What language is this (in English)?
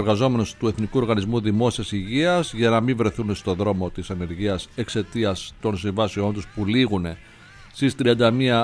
Greek